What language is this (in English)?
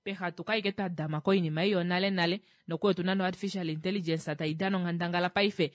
Kuanyama